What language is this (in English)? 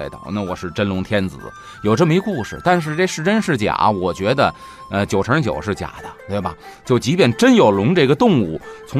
Chinese